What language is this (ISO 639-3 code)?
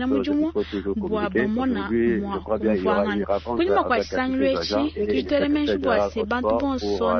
lua